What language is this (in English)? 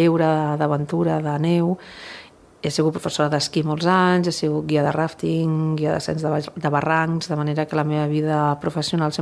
Catalan